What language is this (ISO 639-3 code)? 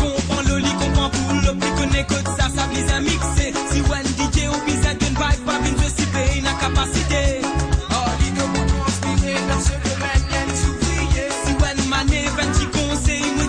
mfe